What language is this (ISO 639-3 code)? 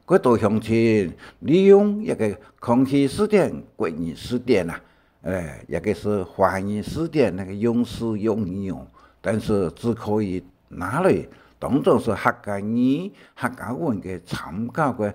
hak